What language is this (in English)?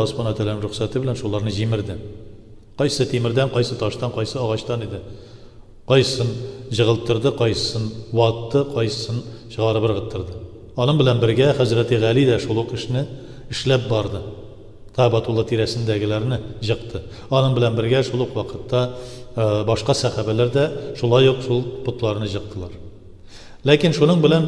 Tatar